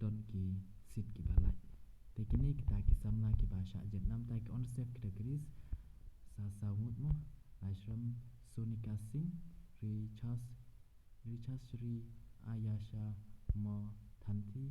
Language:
Khasi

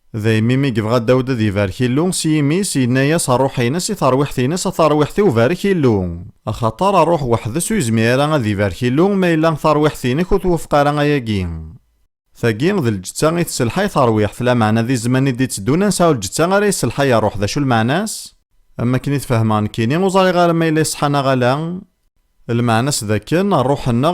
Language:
Kabyle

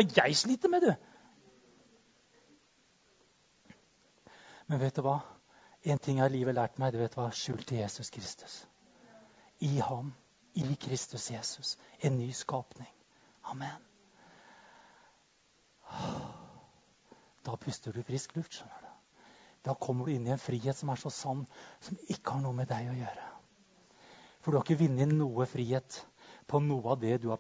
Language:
Norwegian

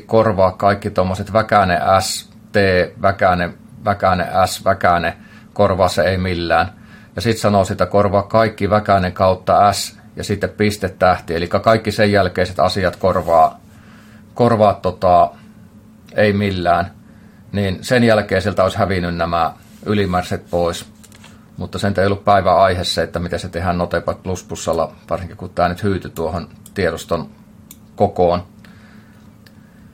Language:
Finnish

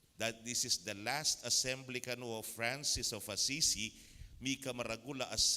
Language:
Pampanga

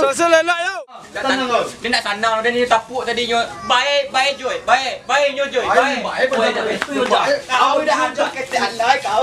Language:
Minangkabau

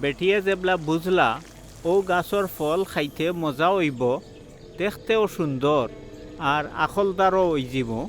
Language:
Sylheti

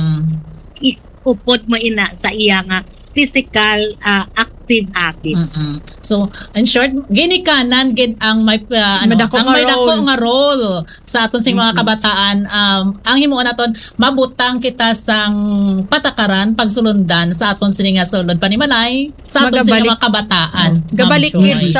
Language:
Hiligaynon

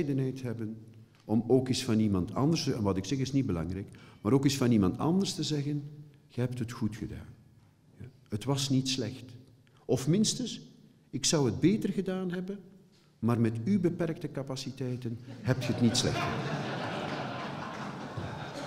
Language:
Dutch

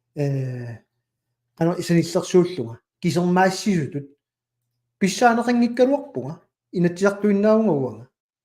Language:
Kalaallisut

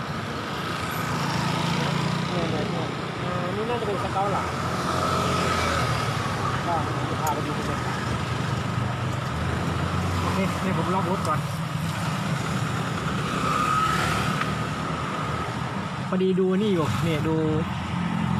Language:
Thai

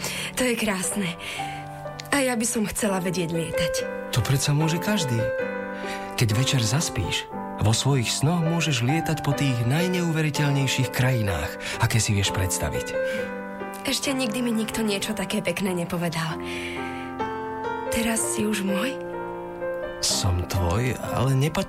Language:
Slovak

